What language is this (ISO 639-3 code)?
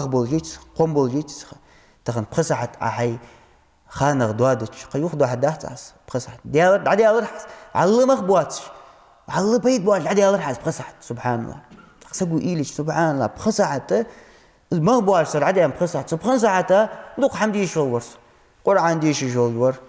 inh